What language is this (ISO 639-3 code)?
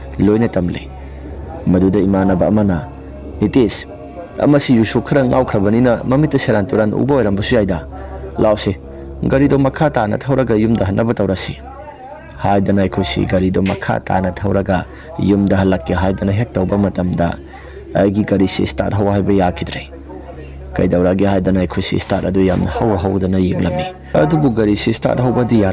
mni